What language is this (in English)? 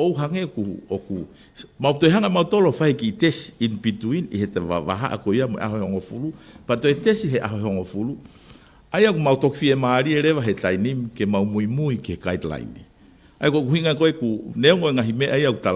Tongan